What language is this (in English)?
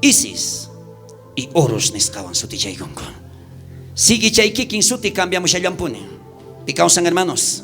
South Bolivian Quechua